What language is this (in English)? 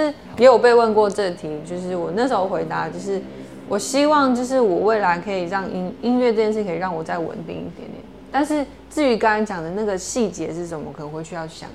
Chinese